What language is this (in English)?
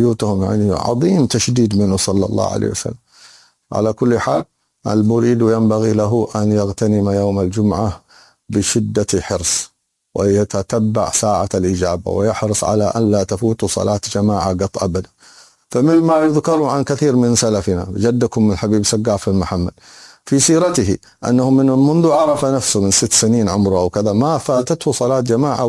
Arabic